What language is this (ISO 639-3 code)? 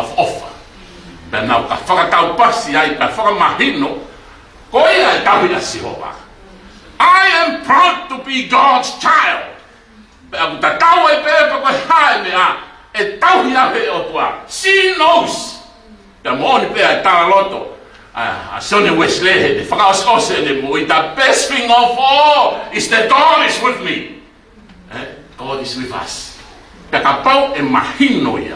ton